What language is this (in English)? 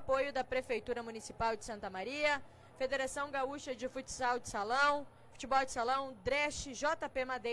Portuguese